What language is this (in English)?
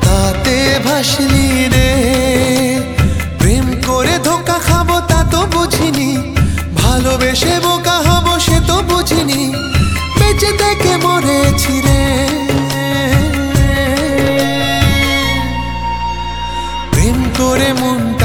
Bangla